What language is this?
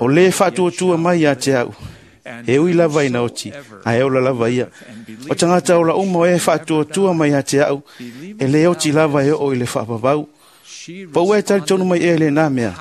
Samoan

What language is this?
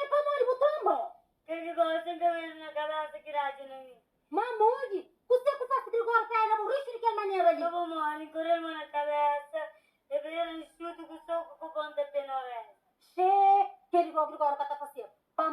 Kabuverdianu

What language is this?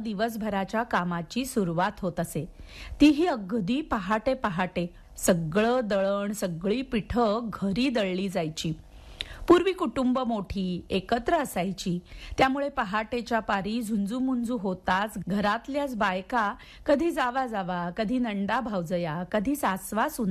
Marathi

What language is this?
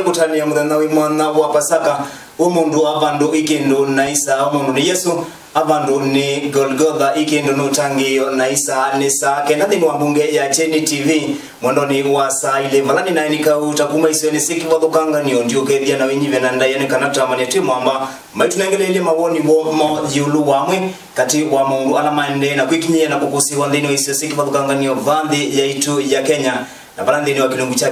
Kamba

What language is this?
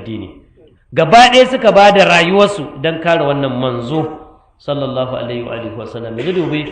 Hausa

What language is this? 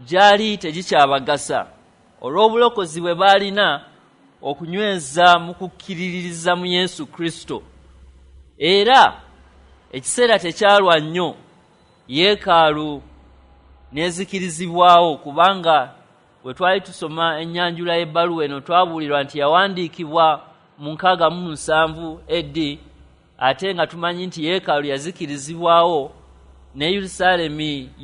Ganda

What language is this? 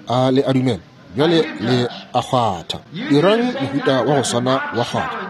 Northern Sotho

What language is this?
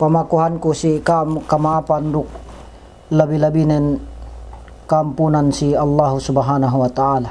Yakan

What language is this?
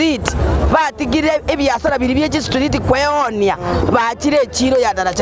Gusii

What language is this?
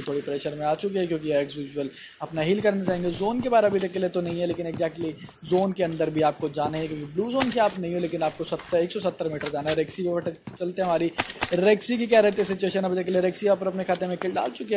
Hindi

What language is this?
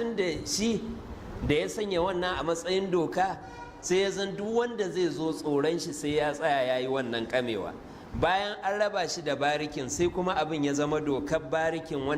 Hausa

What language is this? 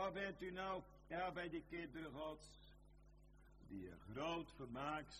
Dutch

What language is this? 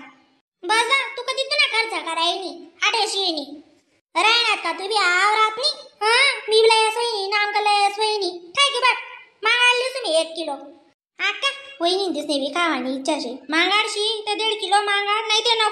Khandesi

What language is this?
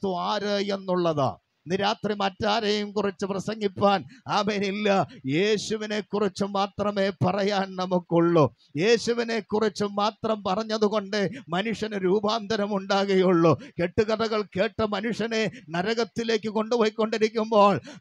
Malayalam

